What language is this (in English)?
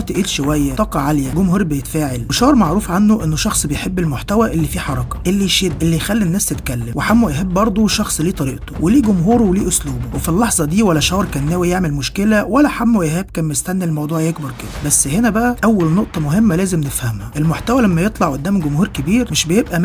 Egyptian Arabic